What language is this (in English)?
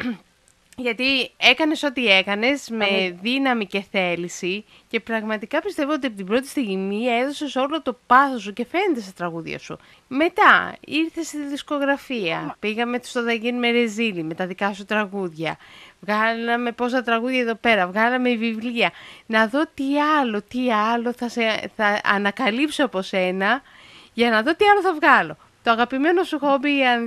Greek